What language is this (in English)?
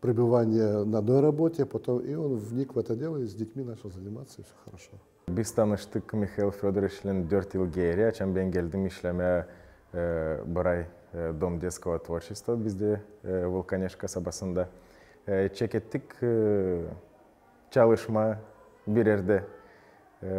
Gagauz